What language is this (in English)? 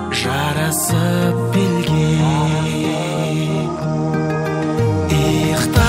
Kazakh